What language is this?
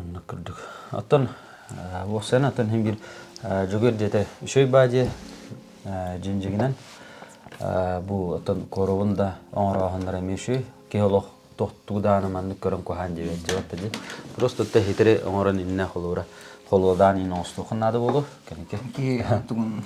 Yakut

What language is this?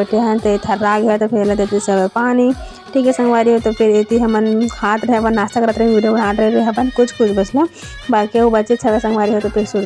Chhattisgarhi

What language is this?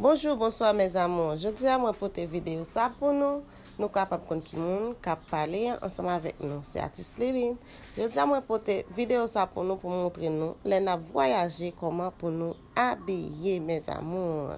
Haitian Creole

